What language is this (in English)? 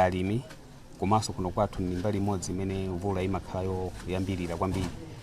Nyanja